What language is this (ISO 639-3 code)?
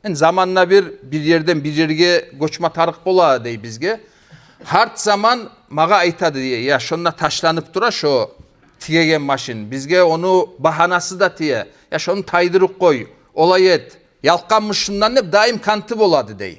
kum